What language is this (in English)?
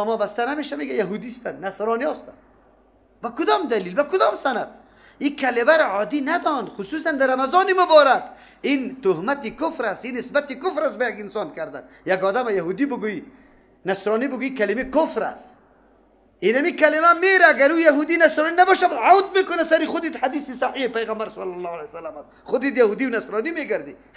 Persian